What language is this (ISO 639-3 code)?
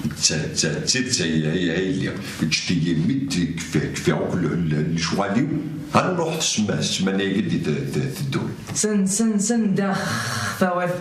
kab